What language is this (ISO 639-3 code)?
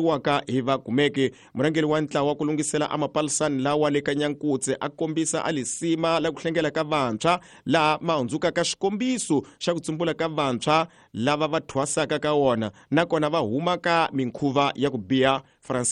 tso